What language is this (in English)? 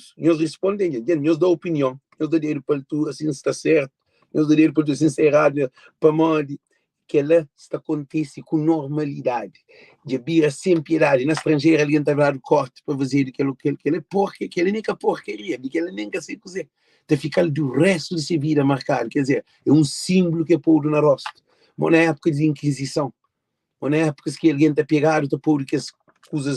Kabuverdianu